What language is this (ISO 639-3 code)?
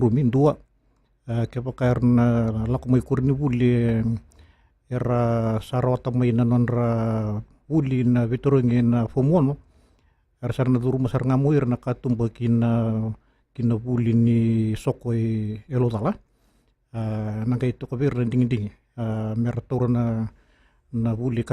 fij